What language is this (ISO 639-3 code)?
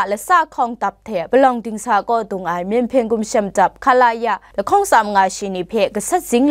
kac